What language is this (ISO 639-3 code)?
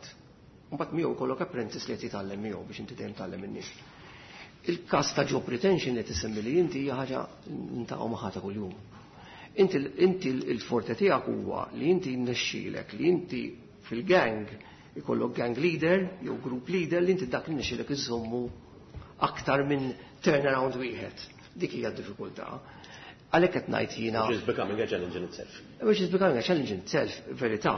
mlt